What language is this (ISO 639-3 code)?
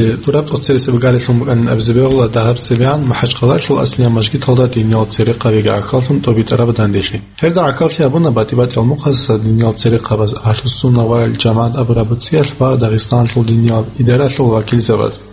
ava